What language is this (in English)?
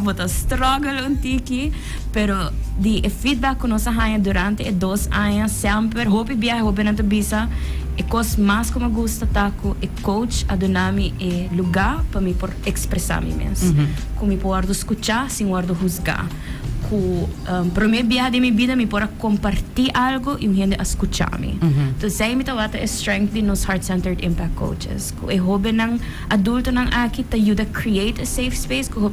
Papiamento